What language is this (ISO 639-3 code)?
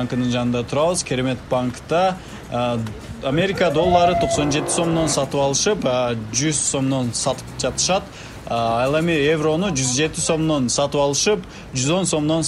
kir